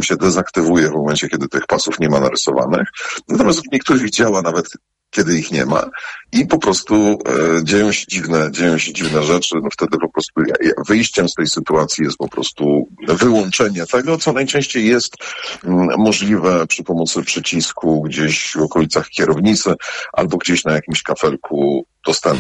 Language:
Polish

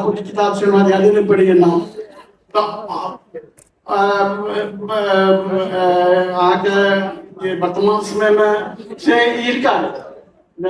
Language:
Maithili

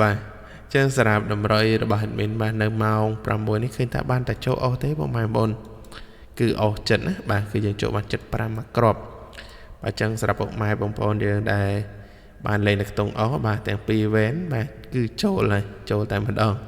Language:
Khmer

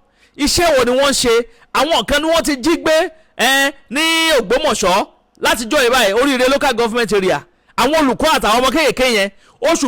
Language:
Yoruba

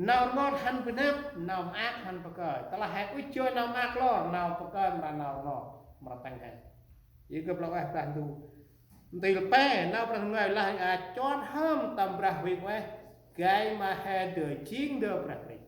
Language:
Central Mnong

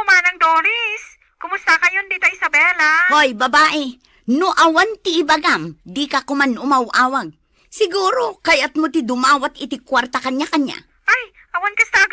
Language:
Iloko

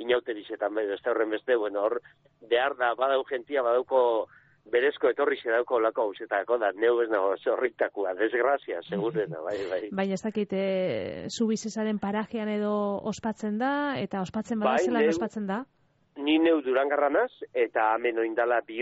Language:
Basque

